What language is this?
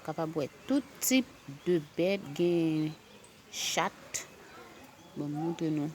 Haitian Creole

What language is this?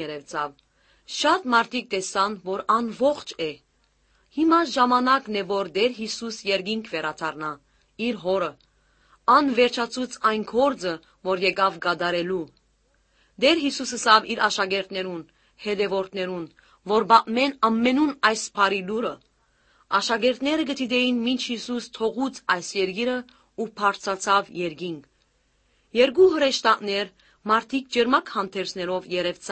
Armenian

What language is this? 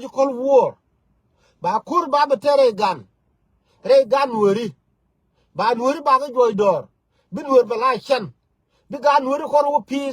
Nuer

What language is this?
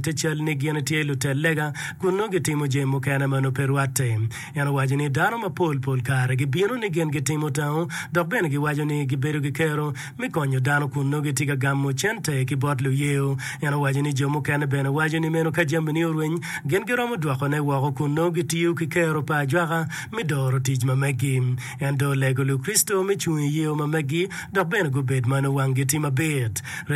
Acoli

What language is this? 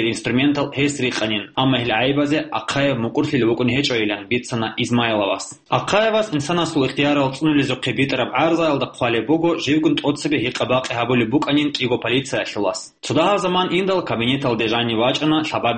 Avaric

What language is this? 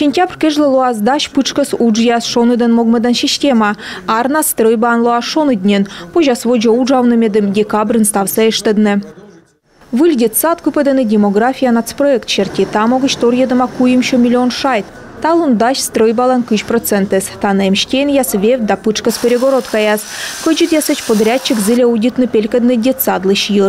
Komi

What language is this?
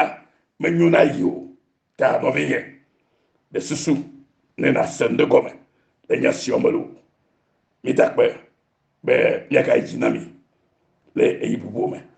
Ewe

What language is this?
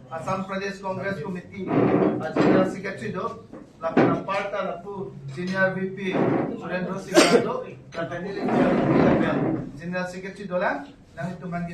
Karbi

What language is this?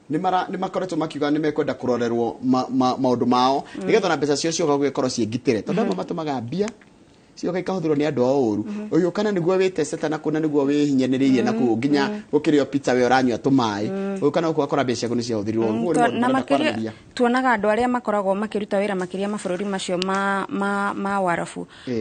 Kikuyu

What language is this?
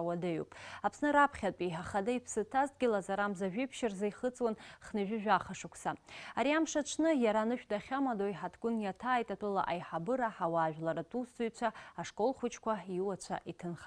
Abkhazian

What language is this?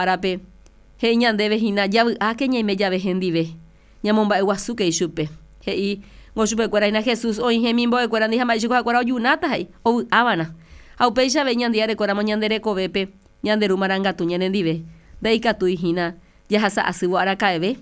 Guarani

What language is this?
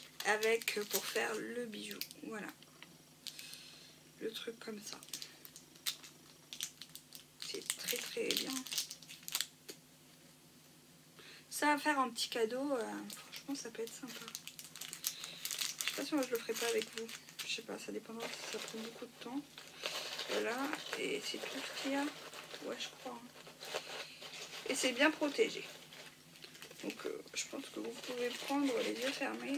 French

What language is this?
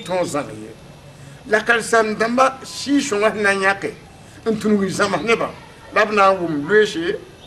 Mossi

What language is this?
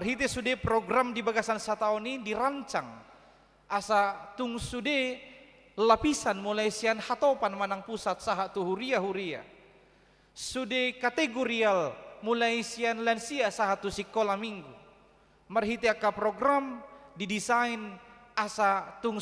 Batak Toba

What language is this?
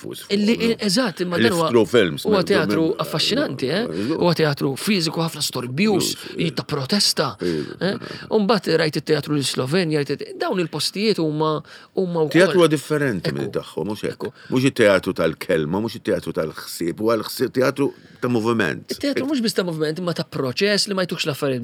Maltese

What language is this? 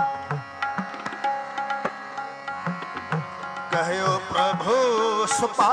Punjabi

